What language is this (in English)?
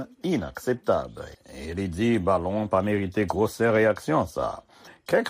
Haitian Creole